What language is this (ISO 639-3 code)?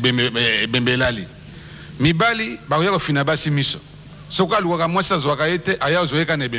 lin